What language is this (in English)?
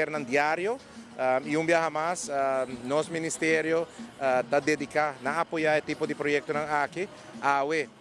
Papiamento